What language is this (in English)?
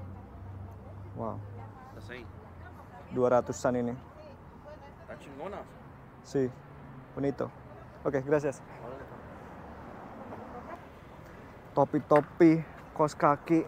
Indonesian